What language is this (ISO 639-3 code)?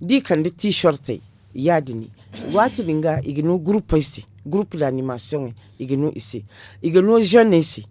dje